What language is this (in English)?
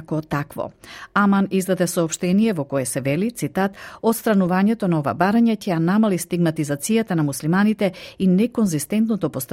Macedonian